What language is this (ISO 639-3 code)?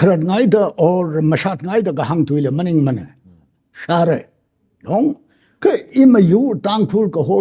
nmf